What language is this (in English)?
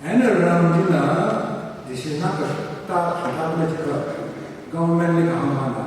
Tangkhul Naga (India)